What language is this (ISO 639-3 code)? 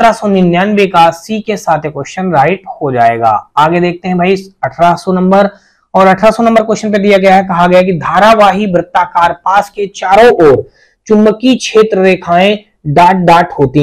hin